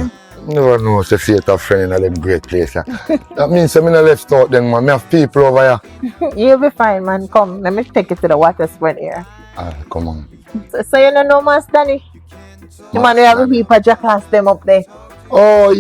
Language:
Jamaican Creole English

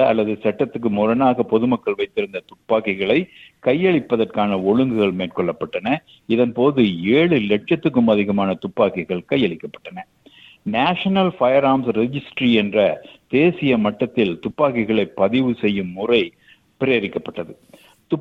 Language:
Tamil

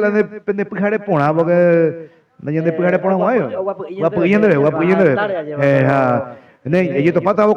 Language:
Guarani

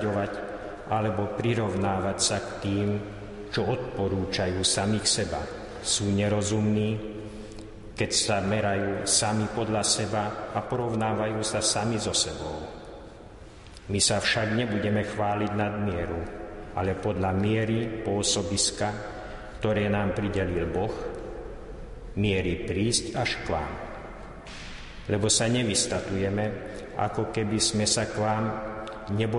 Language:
Slovak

